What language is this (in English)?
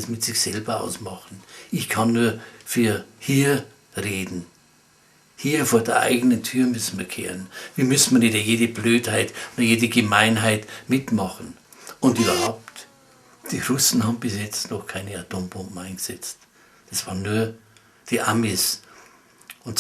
Bavarian